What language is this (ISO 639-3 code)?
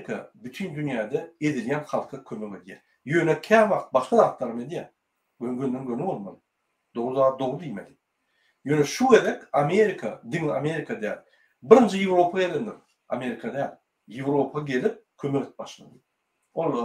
tuk